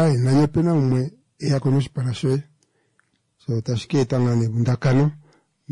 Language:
Kuanyama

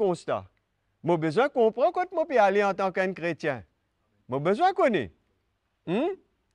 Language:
Morisyen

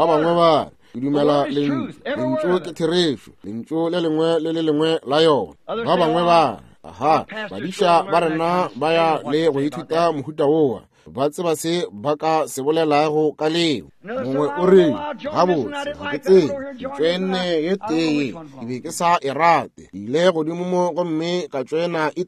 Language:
Northern Sotho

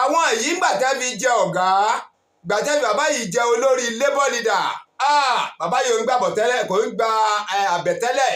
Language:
Yoruba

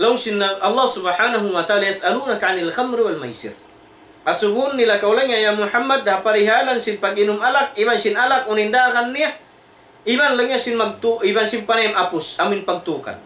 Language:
Tausug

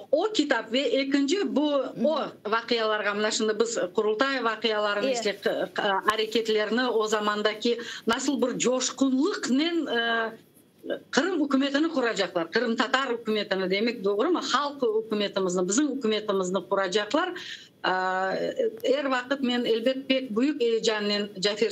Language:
Crimean Tatar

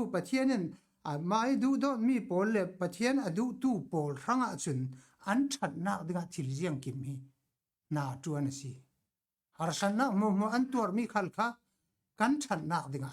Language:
Falam Chin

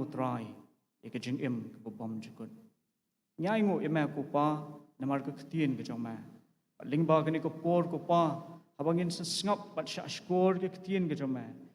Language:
Khasi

